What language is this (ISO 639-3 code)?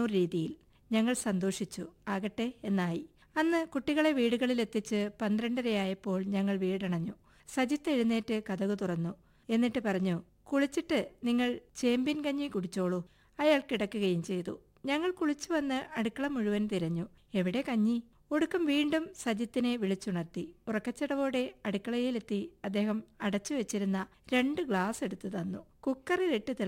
mal